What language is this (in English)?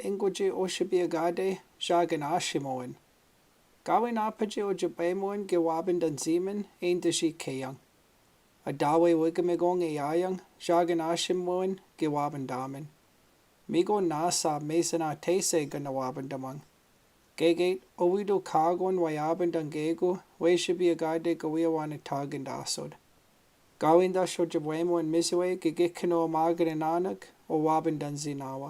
Chippewa